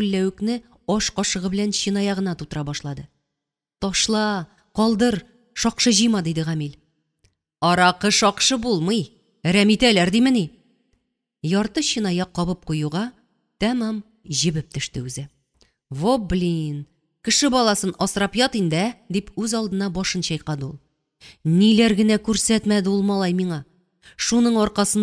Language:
Tatar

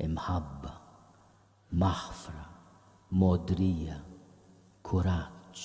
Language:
Maltese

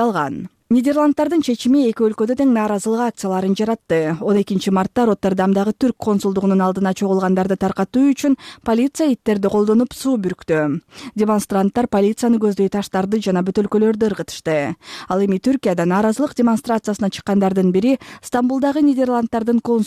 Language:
Kyrgyz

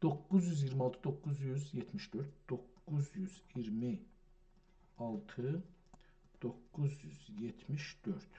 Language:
South Azerbaijani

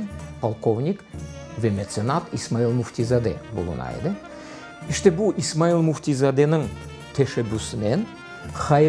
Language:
Crimean Tatar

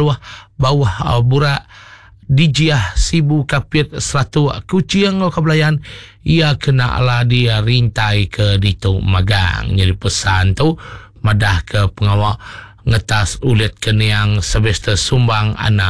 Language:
Iban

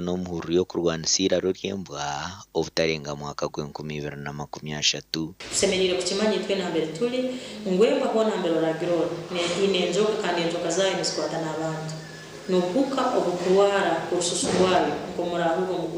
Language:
Nyankole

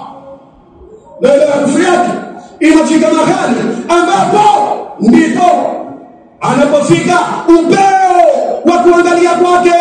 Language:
Swahili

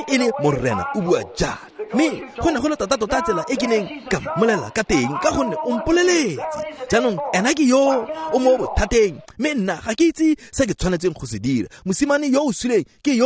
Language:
Tswana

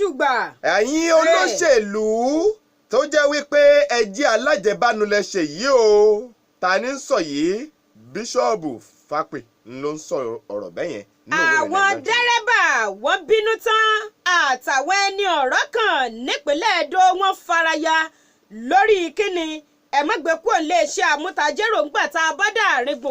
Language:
Yoruba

